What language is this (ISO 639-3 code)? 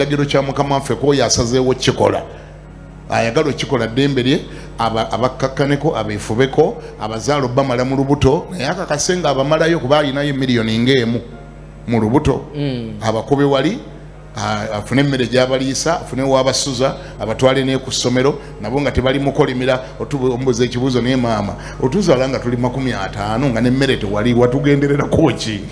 lug